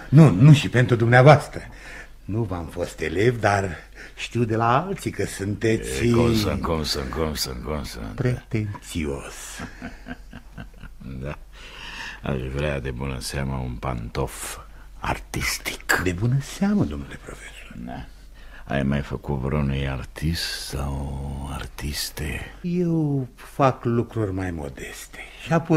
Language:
Romanian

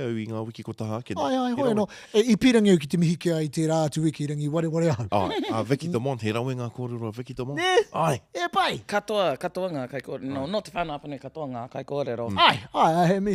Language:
Māori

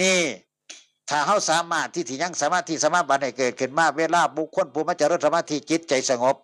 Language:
Northeastern Thai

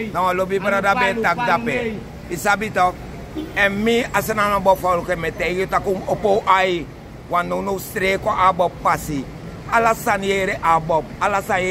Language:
Sranan Tongo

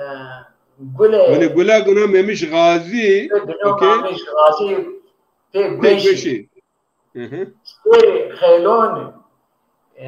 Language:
Zaza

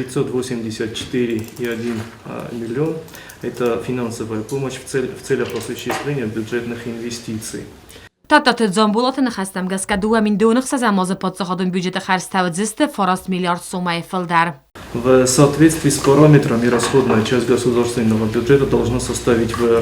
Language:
Ossetic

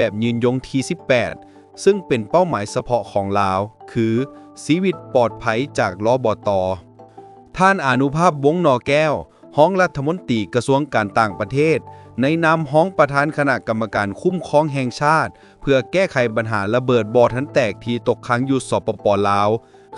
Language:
Lao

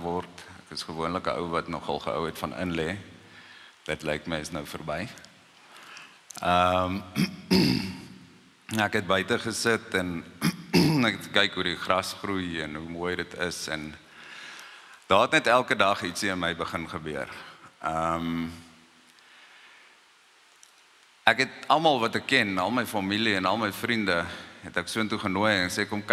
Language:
Afrikaans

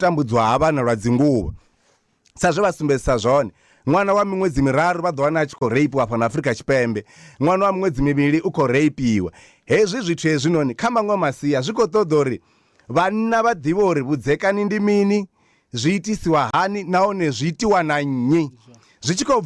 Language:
Venda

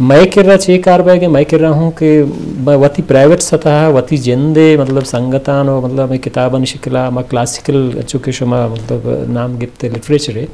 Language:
Eastern Balochi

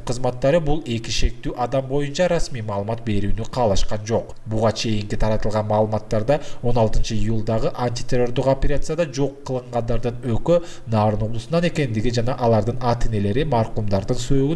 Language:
Kyrgyz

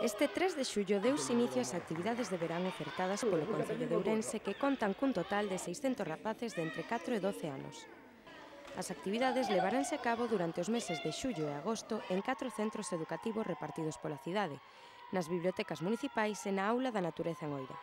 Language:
Galician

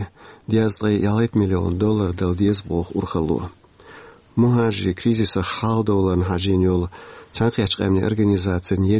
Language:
Chechen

